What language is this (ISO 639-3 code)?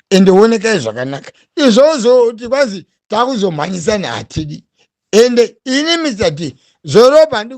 sna